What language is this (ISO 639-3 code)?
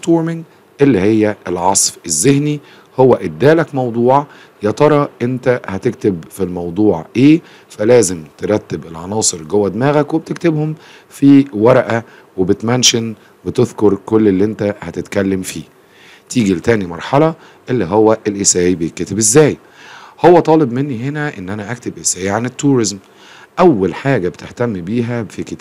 arz